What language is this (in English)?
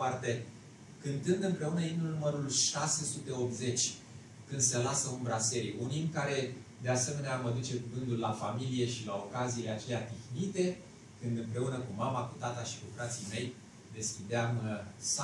Romanian